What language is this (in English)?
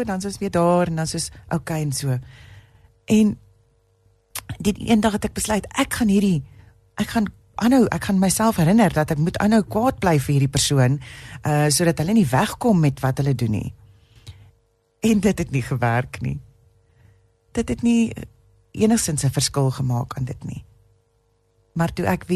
Afrikaans